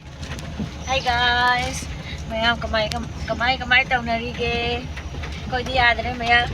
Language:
Manipuri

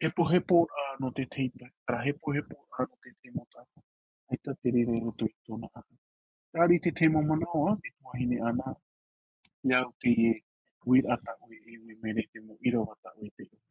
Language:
Tahitian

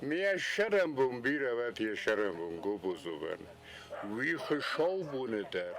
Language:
Ossetic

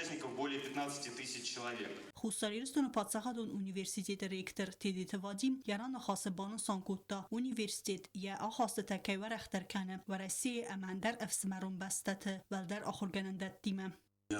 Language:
Ossetic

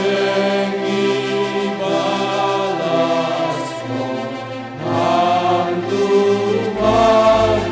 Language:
Batak Simalungun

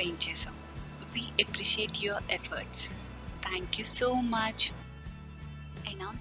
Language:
Telugu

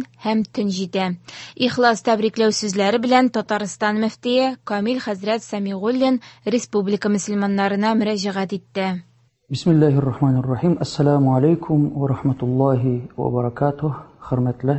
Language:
Tatar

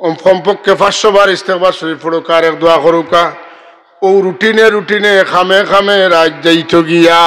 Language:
Sylheti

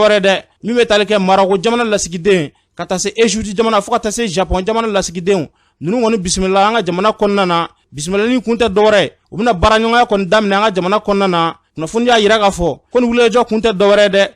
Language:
Bambara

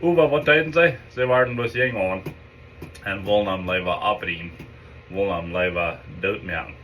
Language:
Plautdietsch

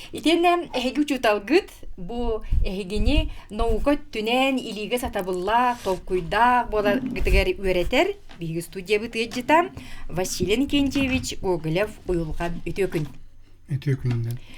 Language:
Yakut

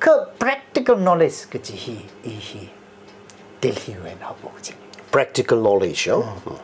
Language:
Tangkhul Naga (India)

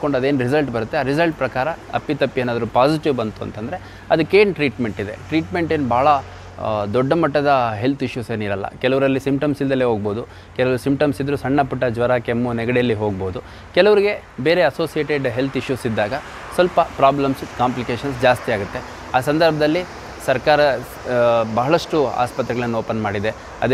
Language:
Kannada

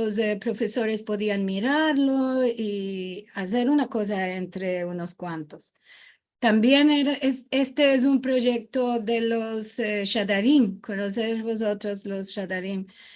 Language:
Ladino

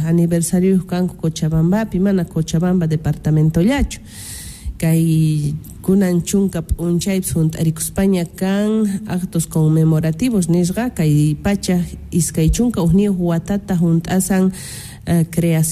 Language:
South Bolivian Quechua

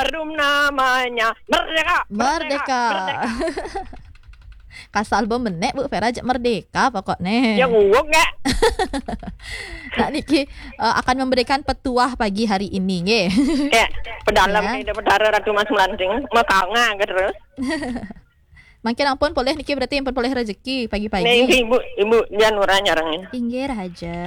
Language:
Balinese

